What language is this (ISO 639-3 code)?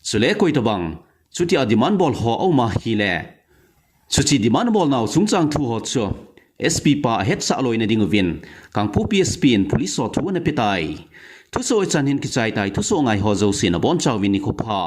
tcz